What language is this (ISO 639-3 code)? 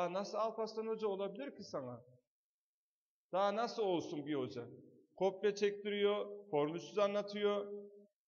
tur